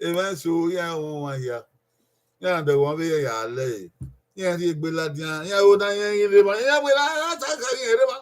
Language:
Bini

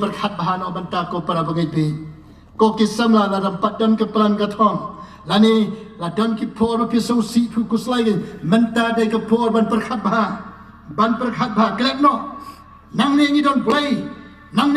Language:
Khasi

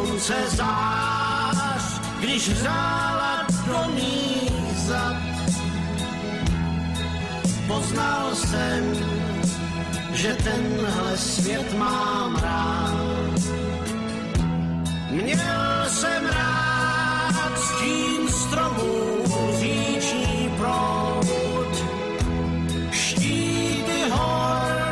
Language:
Czech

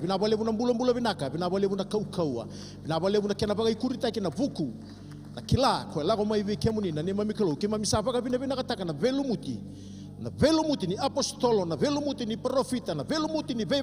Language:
Fijian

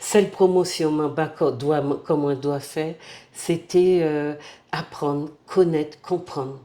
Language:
Guadeloupean Creole French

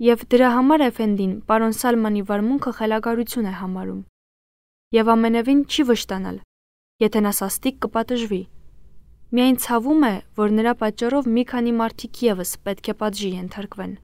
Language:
Armenian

